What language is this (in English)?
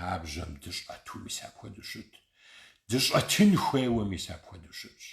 Kabardian